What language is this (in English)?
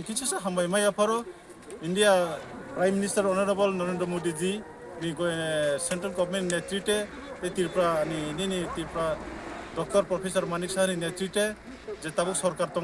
Kok Borok